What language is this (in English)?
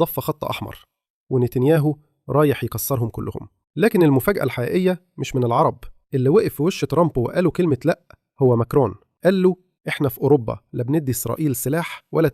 Egyptian Arabic